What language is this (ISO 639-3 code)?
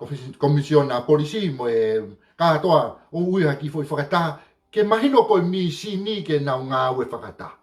ton